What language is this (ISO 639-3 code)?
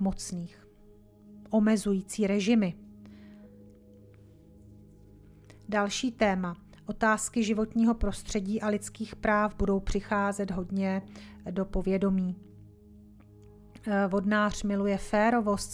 ces